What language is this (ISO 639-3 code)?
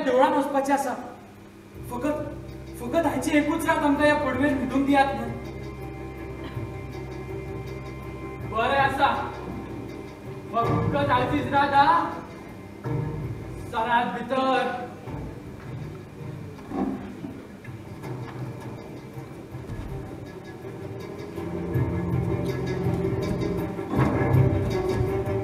kok